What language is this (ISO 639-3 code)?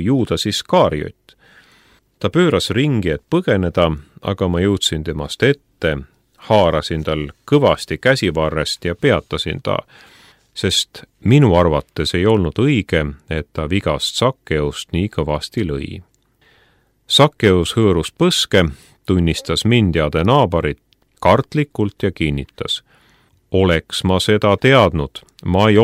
est